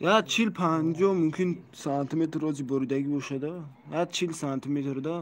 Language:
Tajik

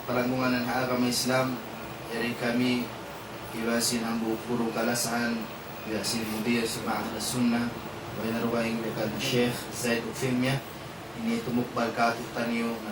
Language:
Tausug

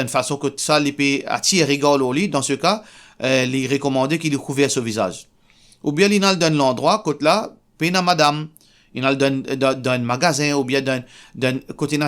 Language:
Morisyen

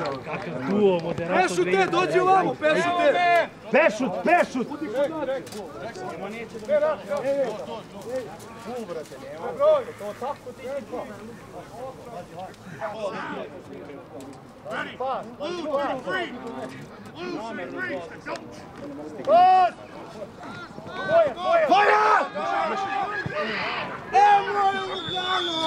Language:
Serbian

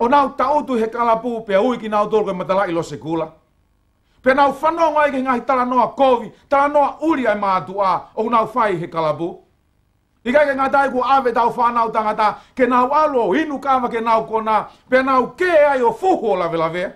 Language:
Tongan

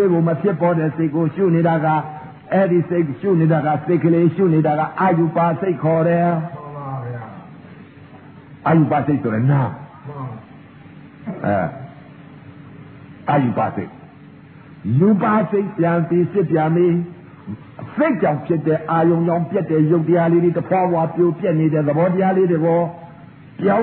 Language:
Burmese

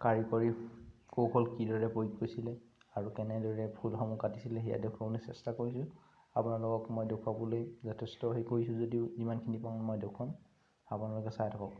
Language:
Assamese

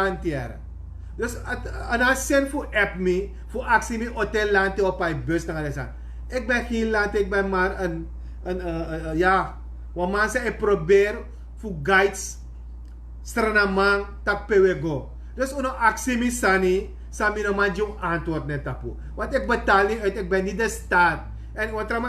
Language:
Sranan Tongo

